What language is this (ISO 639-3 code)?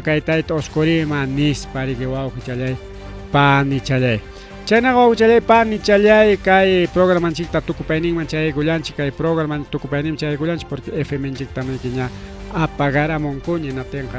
quy